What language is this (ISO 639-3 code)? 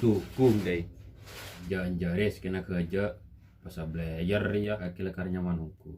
mad